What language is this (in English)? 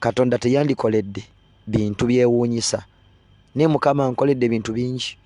Ganda